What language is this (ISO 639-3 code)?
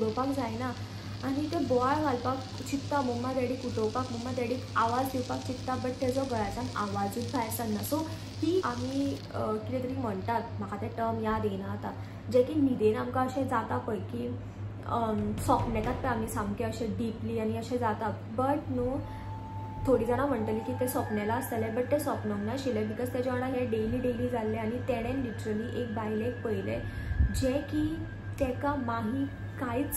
kok